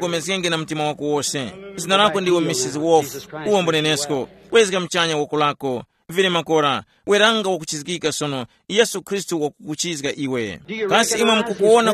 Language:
Tumbuka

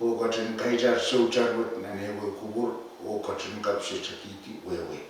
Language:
Pohnpeian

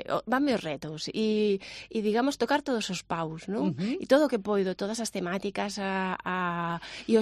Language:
Galician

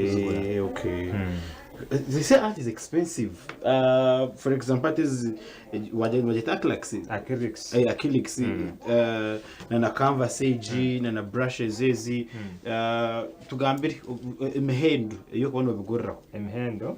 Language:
Nyankole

